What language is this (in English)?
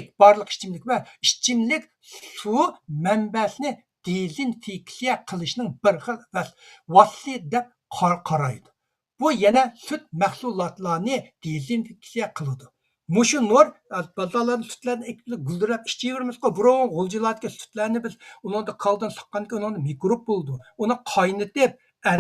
Uyghur